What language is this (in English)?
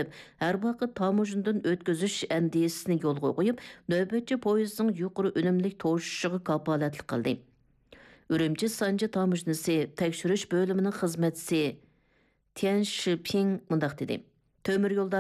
Uyghur